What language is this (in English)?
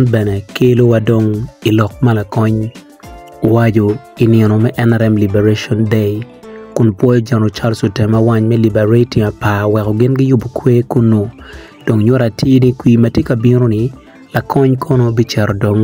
Acoli